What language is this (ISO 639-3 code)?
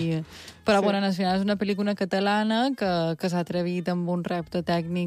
cat